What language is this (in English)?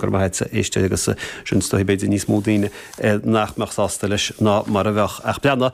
Irish